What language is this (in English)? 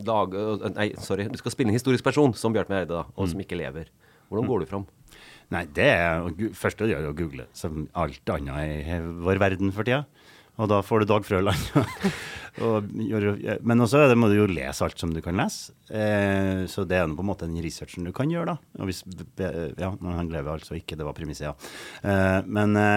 Norwegian